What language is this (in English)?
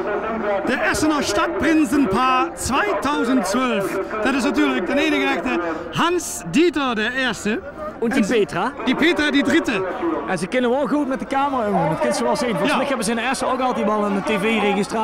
Limburgish